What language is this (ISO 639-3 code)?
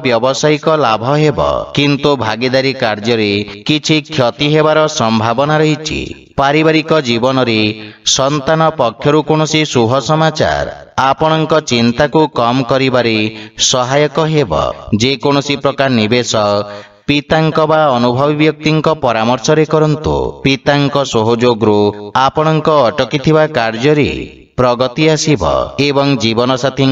ori